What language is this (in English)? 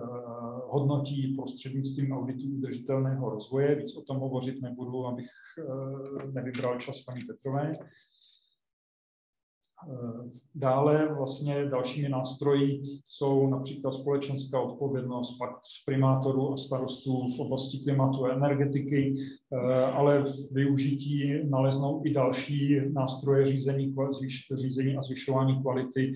Czech